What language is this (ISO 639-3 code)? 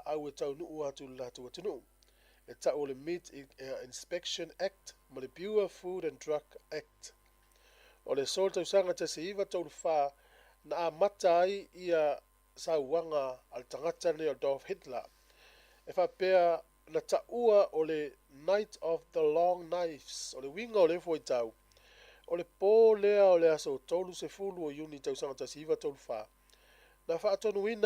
smo